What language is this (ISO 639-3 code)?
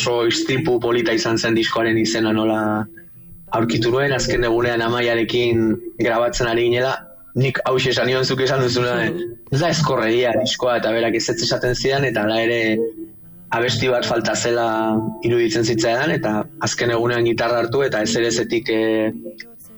eus